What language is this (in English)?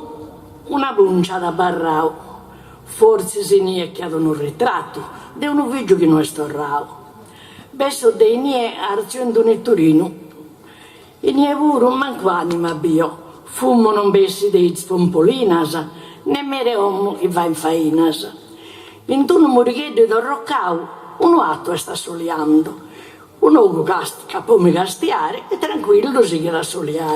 Sardinian